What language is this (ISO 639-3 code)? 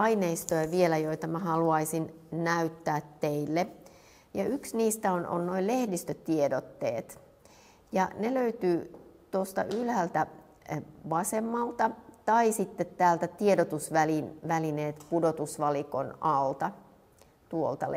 fin